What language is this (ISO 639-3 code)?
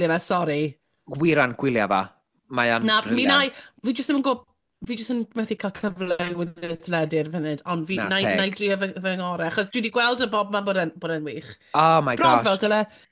cym